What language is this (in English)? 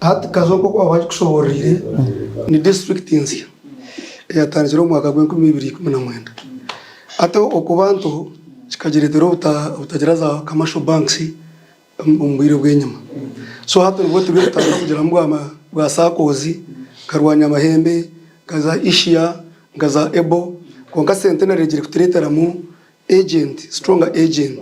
Nyankole